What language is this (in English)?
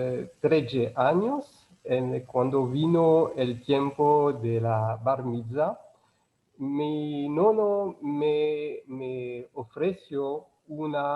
Ladino